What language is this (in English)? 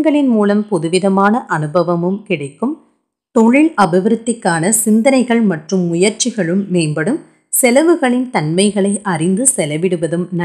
Tamil